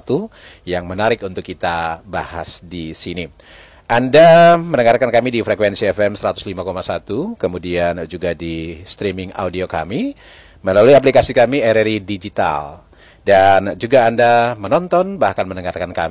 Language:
Indonesian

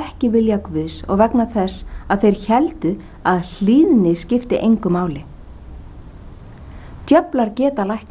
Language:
Icelandic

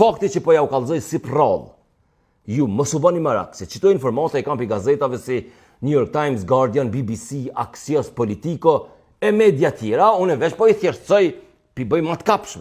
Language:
Albanian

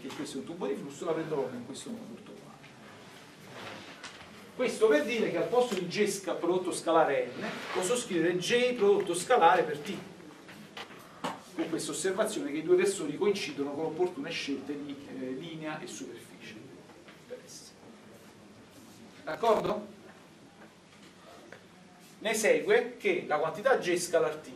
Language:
Italian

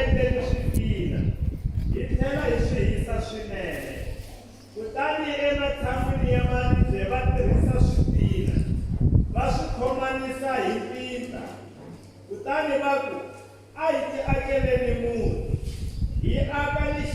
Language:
Tsonga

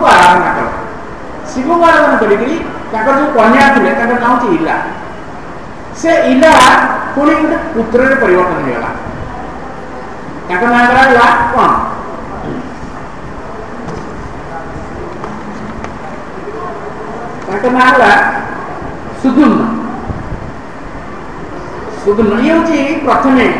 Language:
Odia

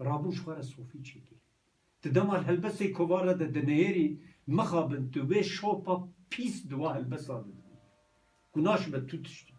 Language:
Kurdish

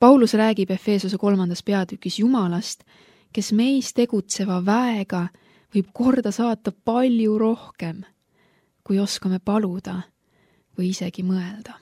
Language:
Estonian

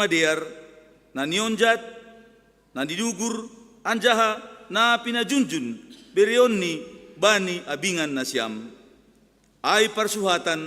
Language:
Batak Simalungun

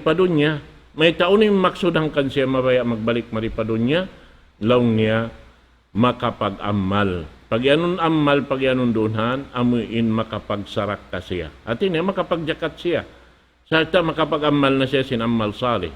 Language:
Tausug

